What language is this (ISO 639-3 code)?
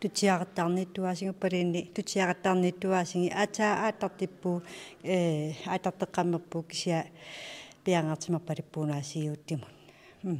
kal